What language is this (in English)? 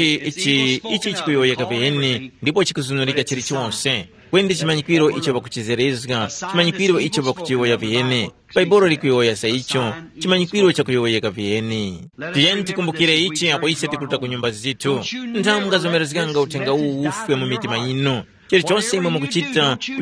Tumbuka